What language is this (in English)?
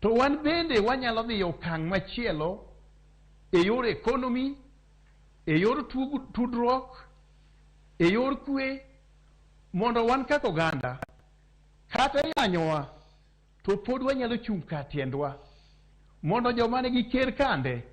Luo (Kenya and Tanzania)